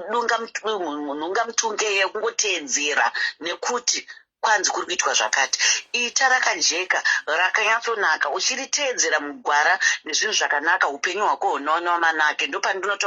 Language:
Shona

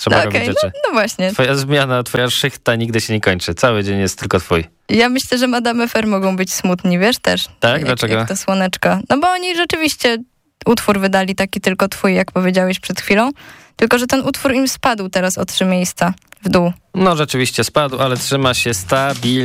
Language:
Polish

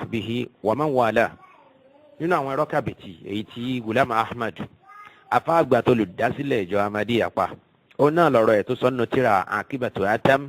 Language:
Yoruba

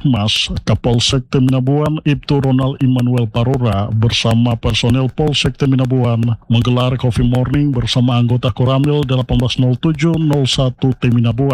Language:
Indonesian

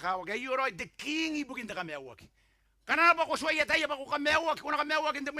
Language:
Gilbertese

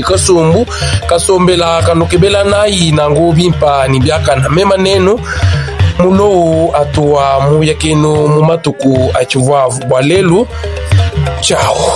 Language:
Luba-Lulua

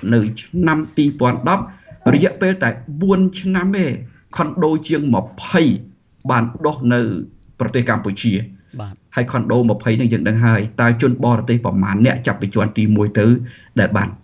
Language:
Khmer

